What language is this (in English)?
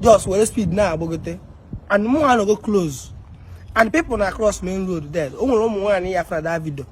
Igbo